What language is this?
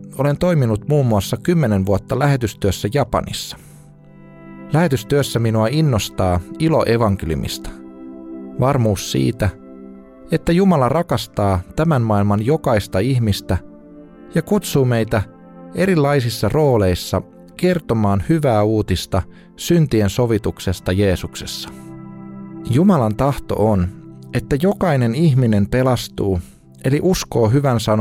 Finnish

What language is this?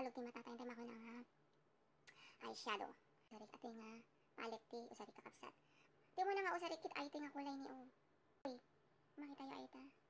Iloko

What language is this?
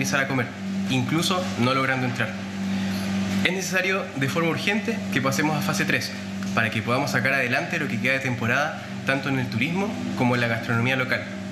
Spanish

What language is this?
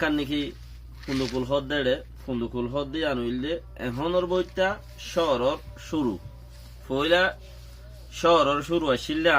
Rohingya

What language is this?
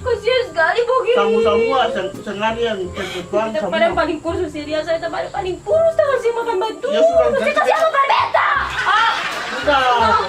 Ambonese Malay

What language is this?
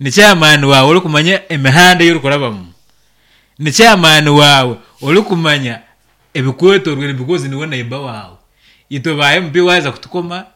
Nyankole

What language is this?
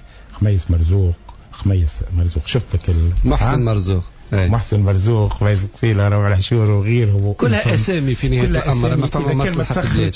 Tunisian Arabic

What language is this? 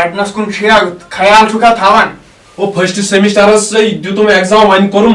Kashmiri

